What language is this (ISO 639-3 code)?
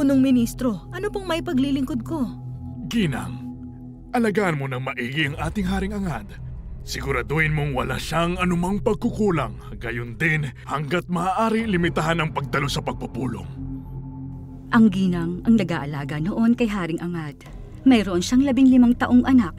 fil